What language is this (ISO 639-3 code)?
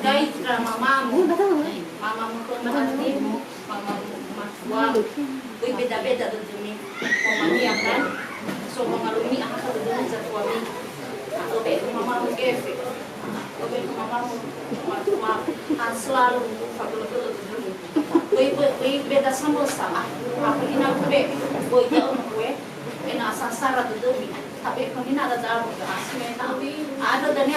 nia